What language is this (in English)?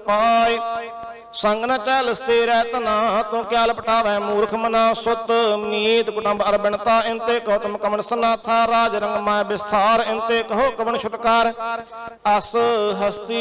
Punjabi